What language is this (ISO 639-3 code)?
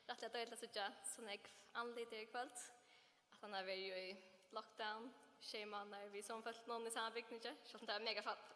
fao